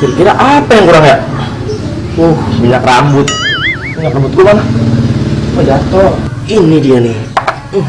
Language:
Betawi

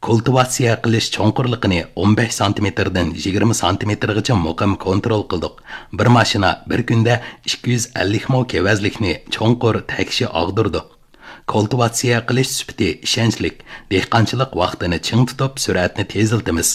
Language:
Uyghur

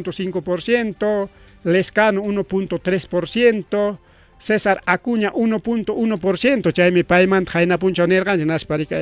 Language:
Ayacucho Quechua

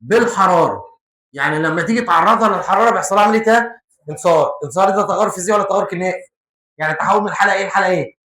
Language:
Egyptian Arabic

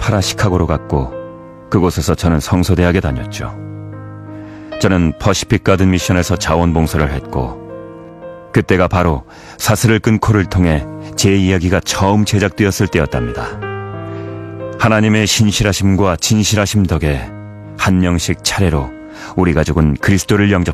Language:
Korean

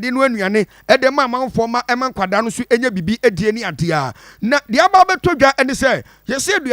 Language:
Akan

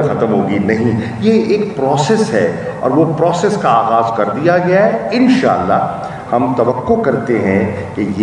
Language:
Urdu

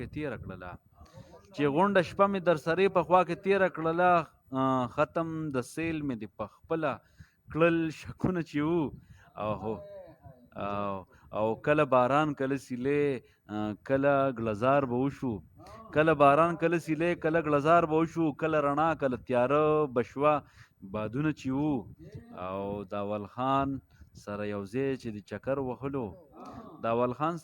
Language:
Pashto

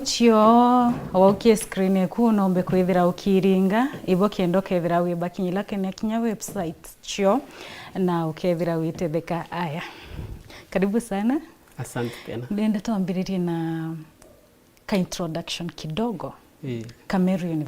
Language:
Meru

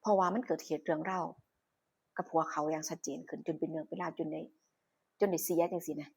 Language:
Northeastern Thai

